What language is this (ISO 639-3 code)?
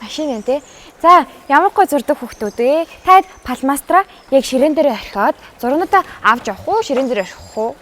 mon